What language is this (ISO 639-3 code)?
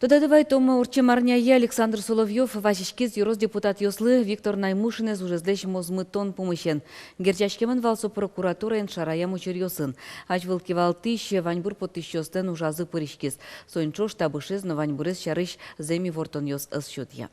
udm